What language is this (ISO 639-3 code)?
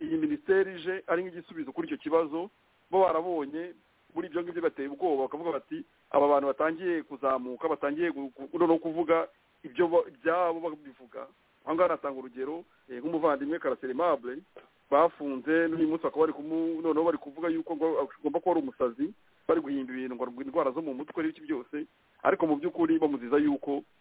kin